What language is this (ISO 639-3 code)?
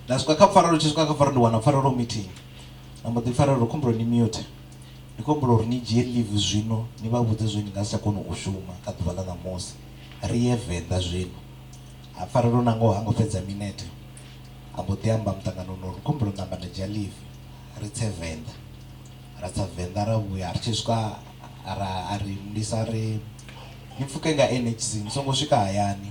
ven